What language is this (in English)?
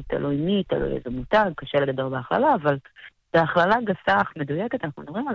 Hebrew